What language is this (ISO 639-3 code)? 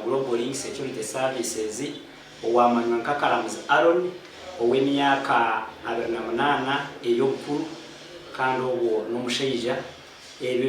nyn